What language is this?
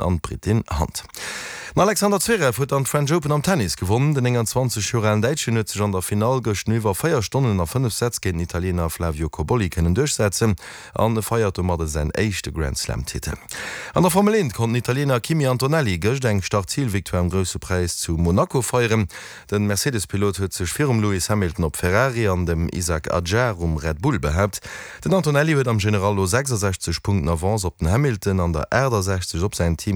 Luxembourgish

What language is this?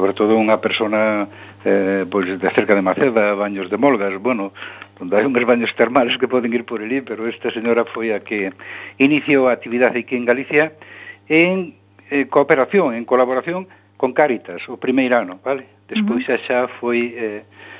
Galician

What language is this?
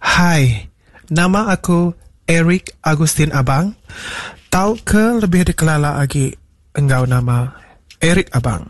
Iban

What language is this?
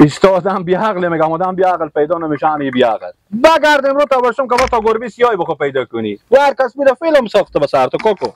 Hazaragi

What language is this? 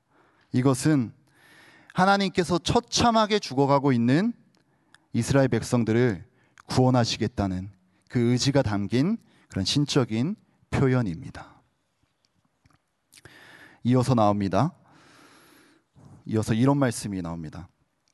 Korean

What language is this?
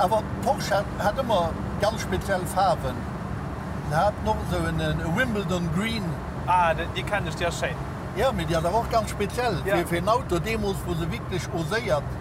Luxembourgish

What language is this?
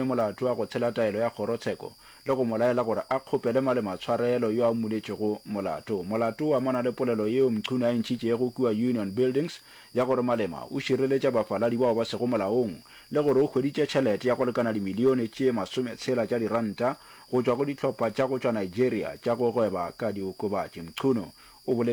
Northern Sotho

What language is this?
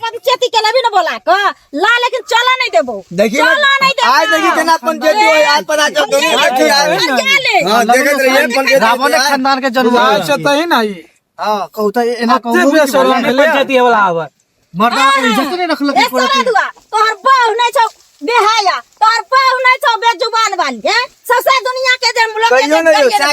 Maithili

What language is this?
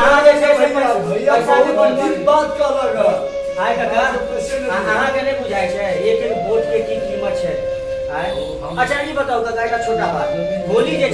Maithili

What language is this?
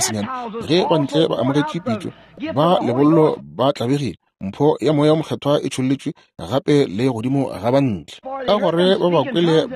Northern Sotho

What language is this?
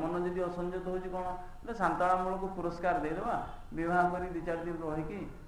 Odia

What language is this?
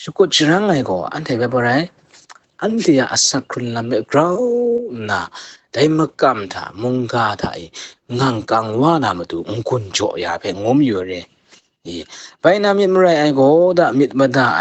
Kachin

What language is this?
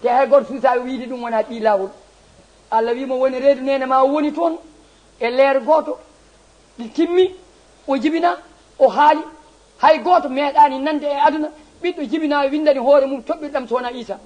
Fula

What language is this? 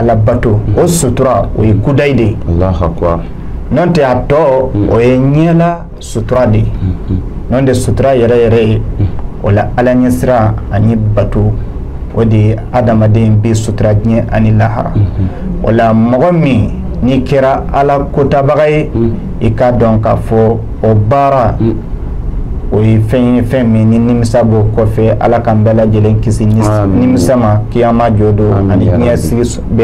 Bambara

